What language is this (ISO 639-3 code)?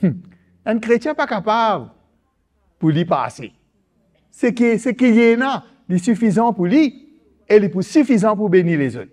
mfe